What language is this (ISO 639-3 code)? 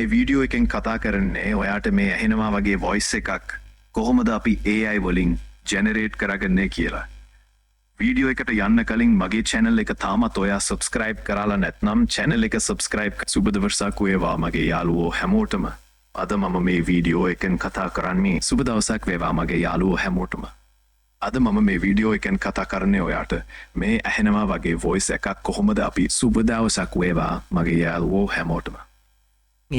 sin